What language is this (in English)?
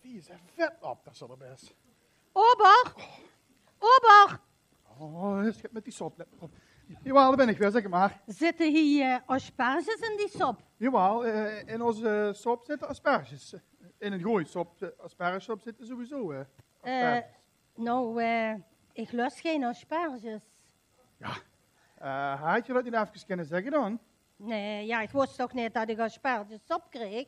Limburgish